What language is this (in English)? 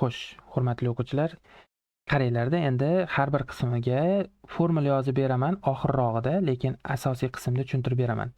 Uzbek